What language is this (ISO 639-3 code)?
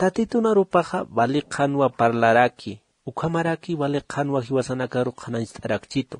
aym